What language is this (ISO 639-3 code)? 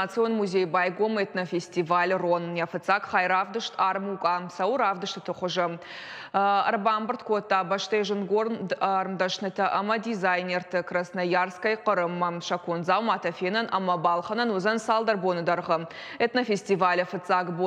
oss